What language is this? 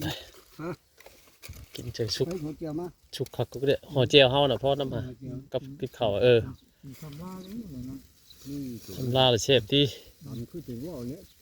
Northeastern Thai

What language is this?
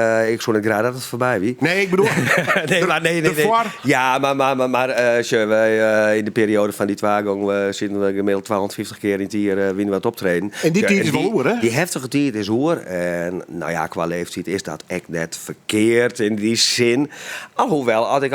Western Frisian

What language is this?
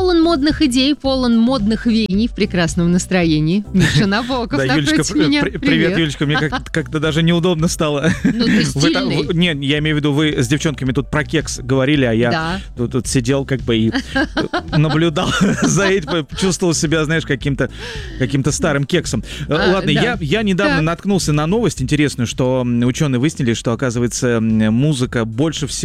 Russian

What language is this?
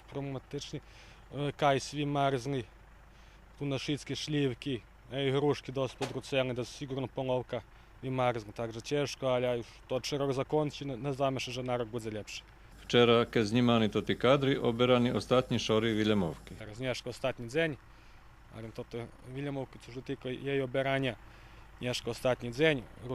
Rusyn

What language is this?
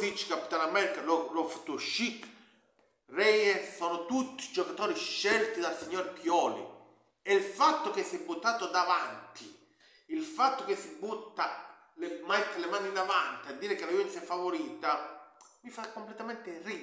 Italian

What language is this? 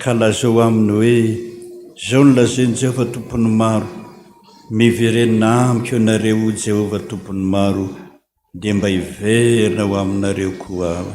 Malagasy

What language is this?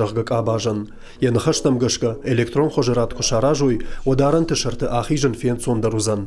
Ossetic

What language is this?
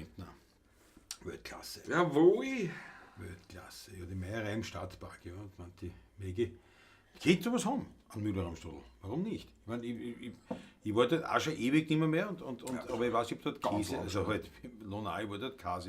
Bavarian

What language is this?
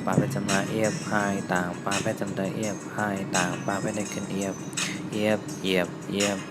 Shan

